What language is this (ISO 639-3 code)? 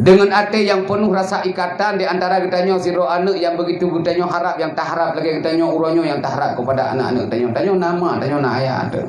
ace